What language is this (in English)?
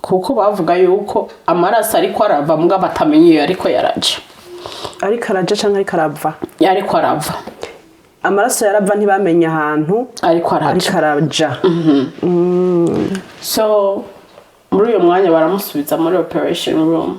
Rundi